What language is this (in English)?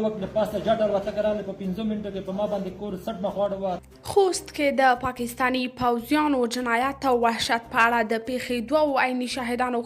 Pashto